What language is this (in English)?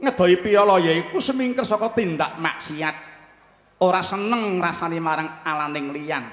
Javanese